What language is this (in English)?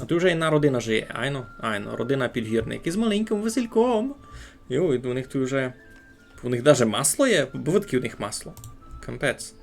Rusyn